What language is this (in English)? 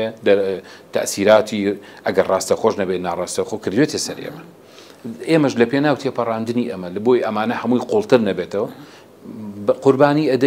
Central Kurdish